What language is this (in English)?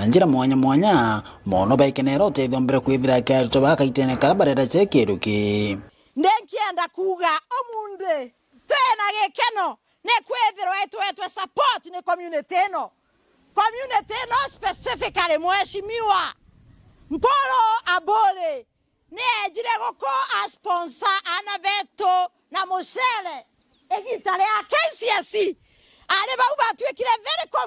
Meru